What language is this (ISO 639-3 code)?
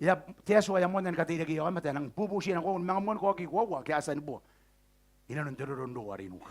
gil